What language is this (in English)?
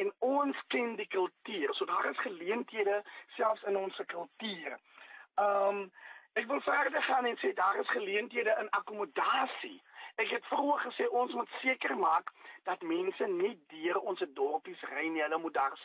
Afrikaans